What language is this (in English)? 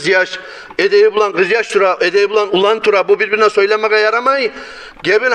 Kumyk